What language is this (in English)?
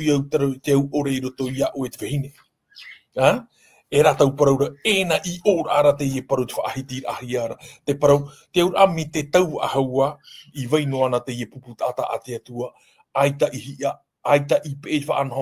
Tahitian